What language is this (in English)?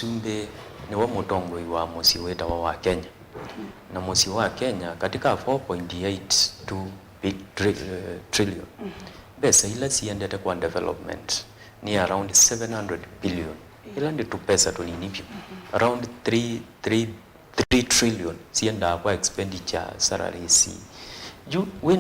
Kamba